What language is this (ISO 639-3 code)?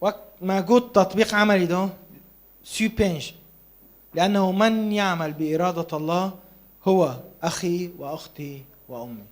kur